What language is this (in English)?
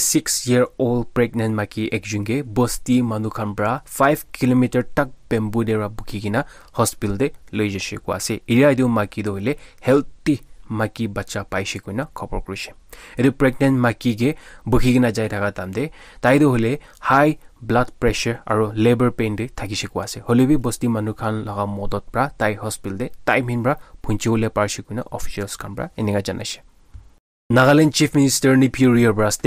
Naga Pidgin